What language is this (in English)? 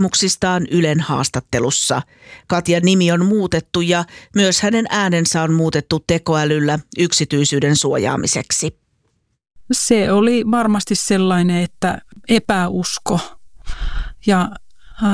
Finnish